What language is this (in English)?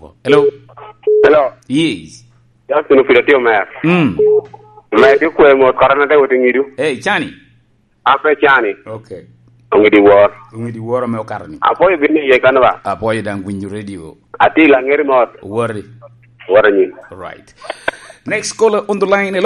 Lango (Uganda)